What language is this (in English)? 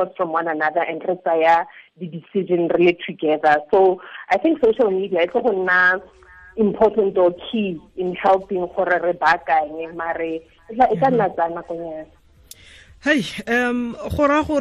Tswana